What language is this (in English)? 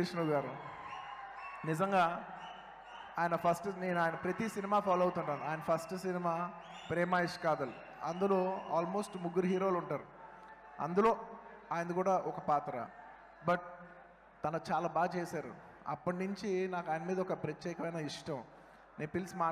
Telugu